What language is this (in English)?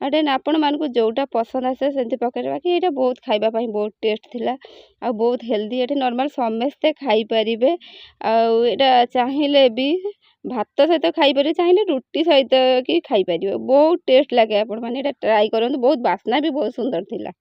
Odia